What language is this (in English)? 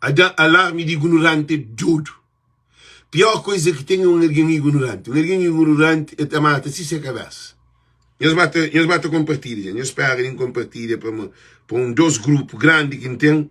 Kabuverdianu